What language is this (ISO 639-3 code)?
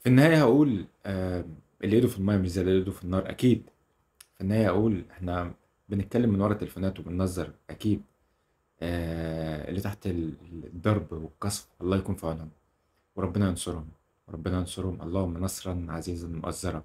arz